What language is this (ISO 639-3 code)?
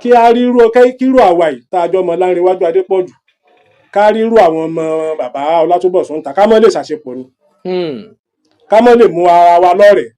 yor